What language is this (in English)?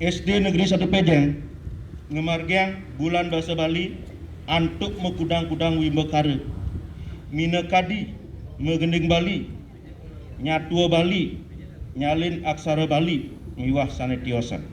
Balinese